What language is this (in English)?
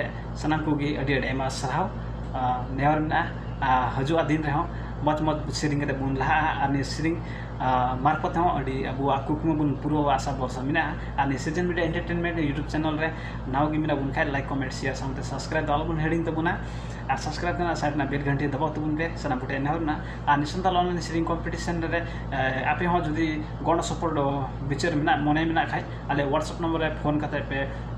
Santali